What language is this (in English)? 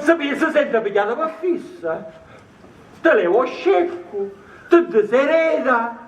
Sicilian